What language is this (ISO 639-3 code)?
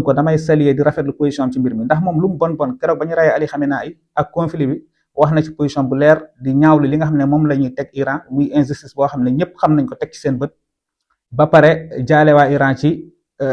wol